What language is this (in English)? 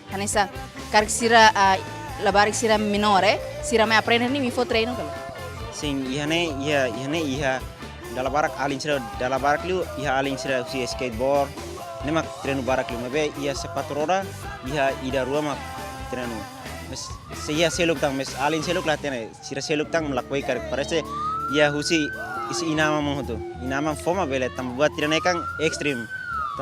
Tetum